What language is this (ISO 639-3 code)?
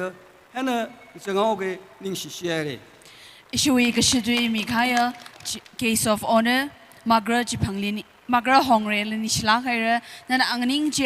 nmf